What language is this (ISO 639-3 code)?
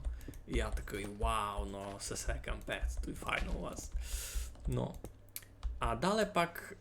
rue